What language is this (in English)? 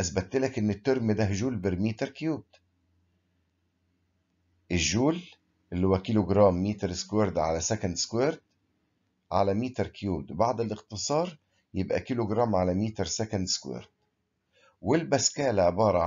Egyptian Arabic